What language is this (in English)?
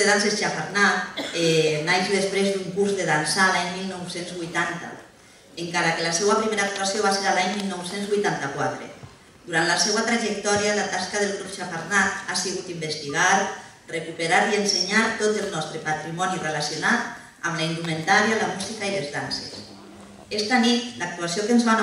Catalan